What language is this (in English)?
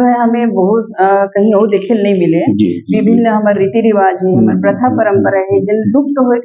Chhattisgarhi